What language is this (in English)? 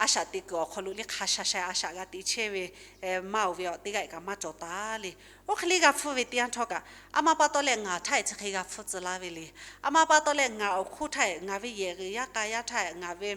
Lahu